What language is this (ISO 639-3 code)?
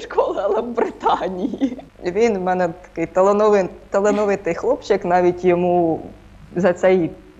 ukr